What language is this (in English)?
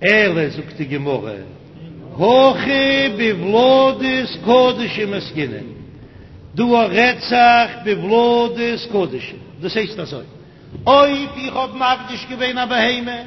Yiddish